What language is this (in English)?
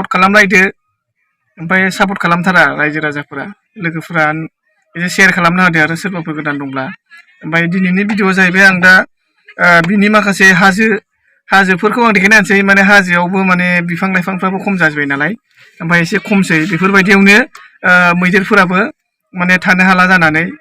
Bodo